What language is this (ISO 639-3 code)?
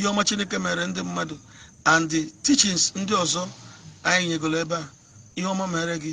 ibo